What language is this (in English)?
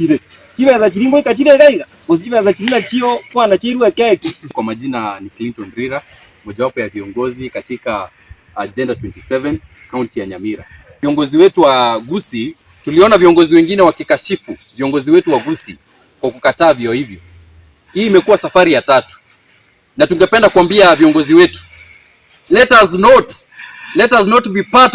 Gusii